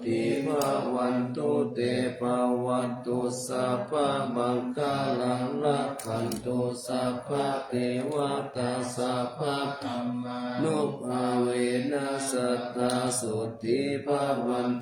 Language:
Pali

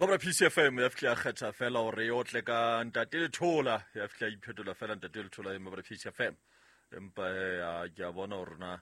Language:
Southern Sotho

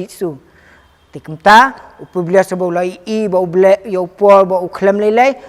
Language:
Khasi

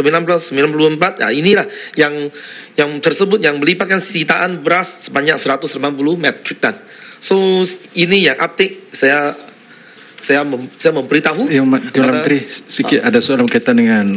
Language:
Malay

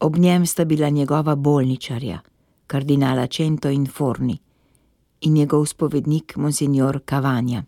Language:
Slovenian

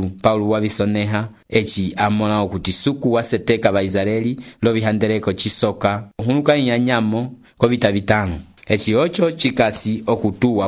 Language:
Umbundu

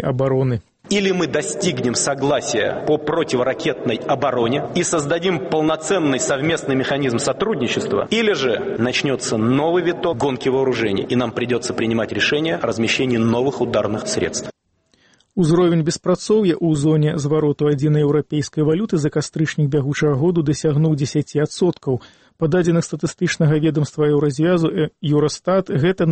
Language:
Belarusian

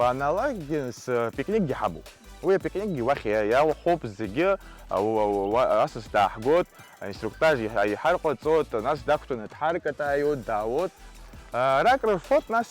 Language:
Abkhazian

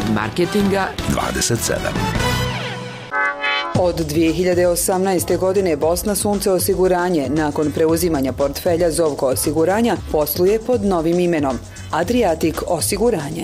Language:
Bosnian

